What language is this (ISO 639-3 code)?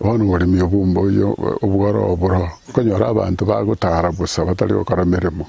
guz